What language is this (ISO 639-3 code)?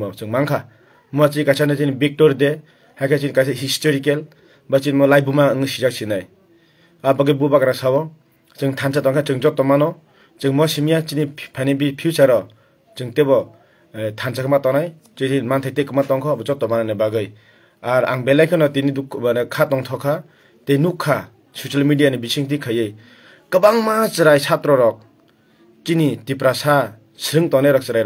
trp